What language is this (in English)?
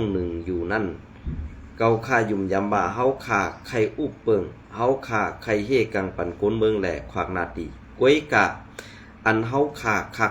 Shan